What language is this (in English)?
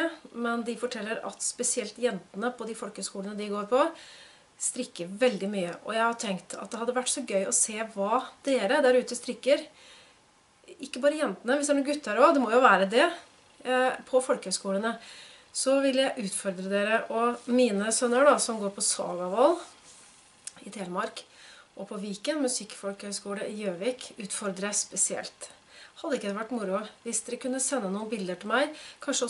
Norwegian